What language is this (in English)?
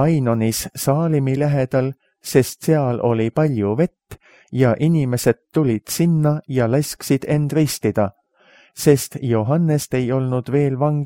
Estonian